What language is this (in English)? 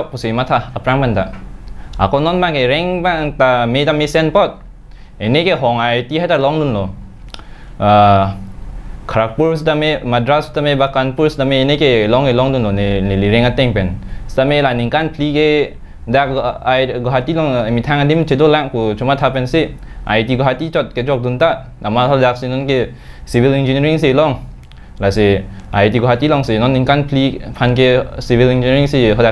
Karbi